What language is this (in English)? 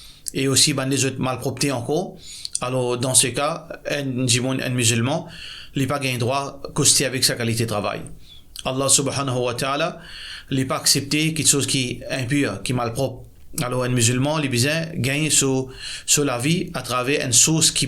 Morisyen